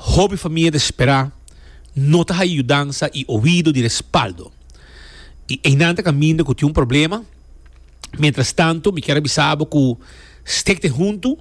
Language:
Papiamento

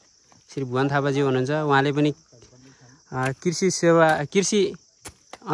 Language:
Nepali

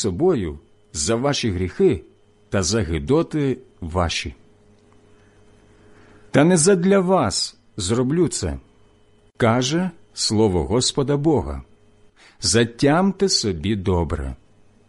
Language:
Ukrainian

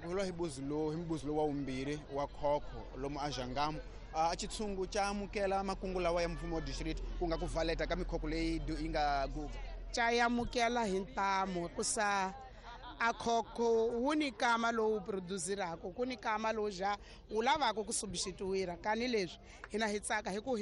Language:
Tsonga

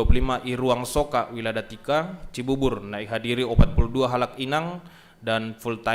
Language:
Batak Simalungun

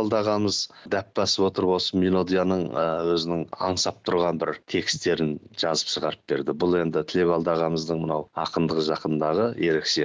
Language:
Kazakh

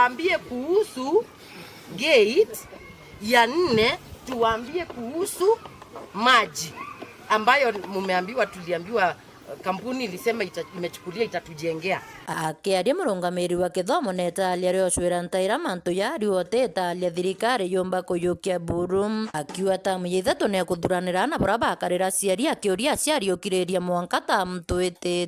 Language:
Meru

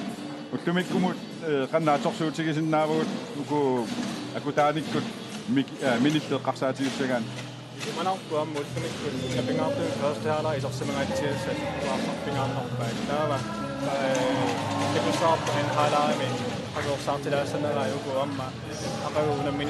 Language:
Kalaallisut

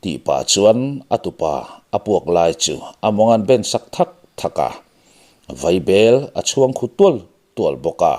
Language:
Mizo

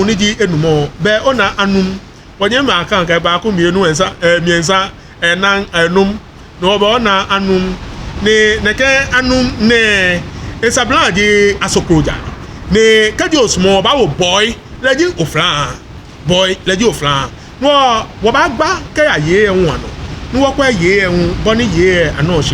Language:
Ga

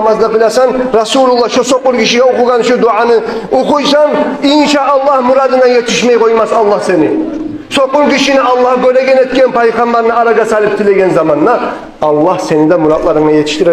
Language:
Kumyk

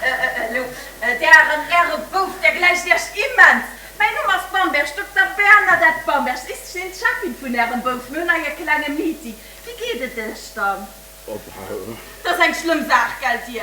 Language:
Luxembourgish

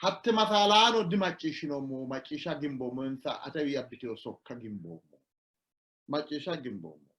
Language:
Sidamo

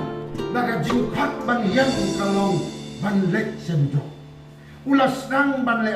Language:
Khasi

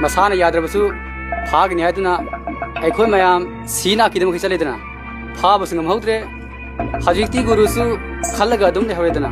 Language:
Manipuri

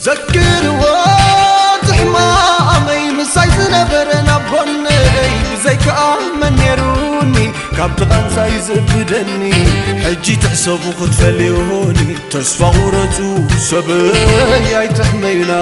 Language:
Tigrinya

